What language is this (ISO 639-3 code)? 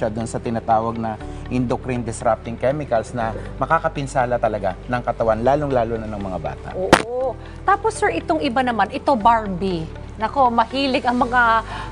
fil